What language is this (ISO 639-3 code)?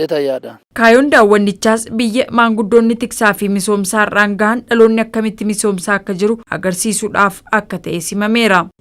orm